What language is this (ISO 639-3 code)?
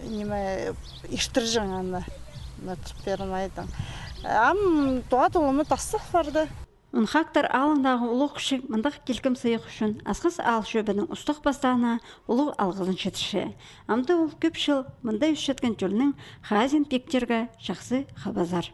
kjh